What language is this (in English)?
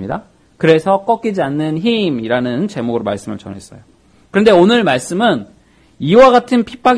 Korean